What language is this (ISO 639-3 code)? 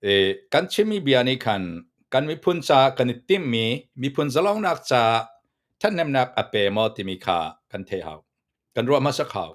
cnh